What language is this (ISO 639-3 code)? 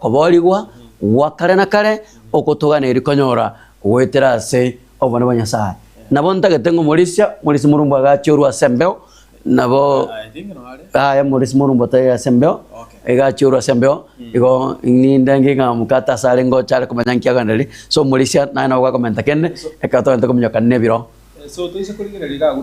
guz